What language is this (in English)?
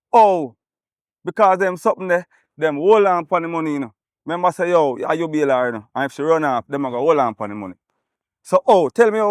Jamaican Creole English